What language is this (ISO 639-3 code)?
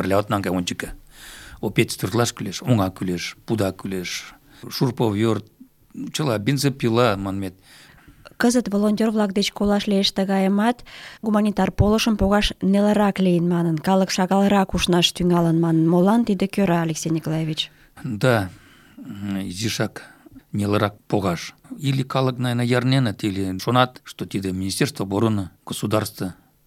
chm